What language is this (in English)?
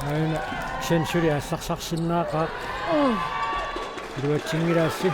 Kalaallisut